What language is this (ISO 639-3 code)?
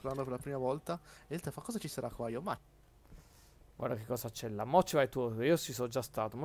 ita